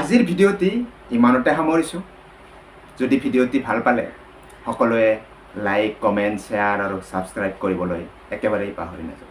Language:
Assamese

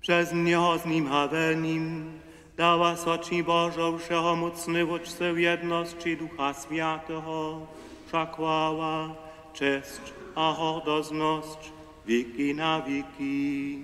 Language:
Upper Sorbian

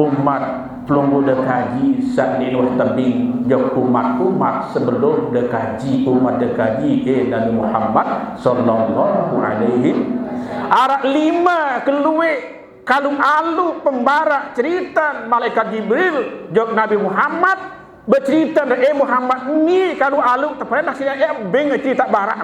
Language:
Sasak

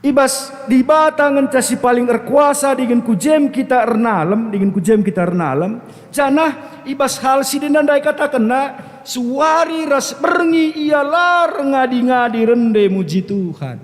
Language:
Batak Karo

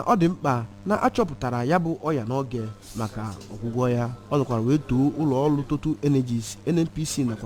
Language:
Igbo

